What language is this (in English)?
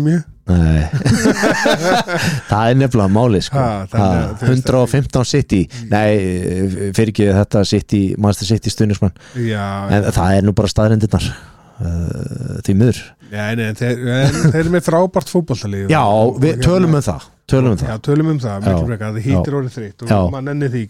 Icelandic